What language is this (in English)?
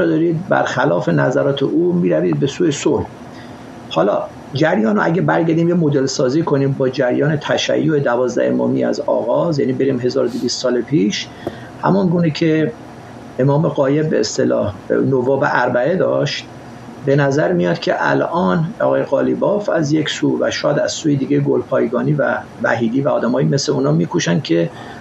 Persian